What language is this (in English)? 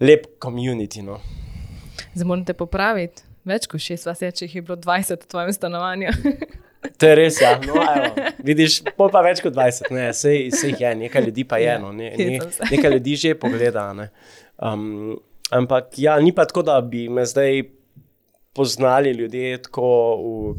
Slovenian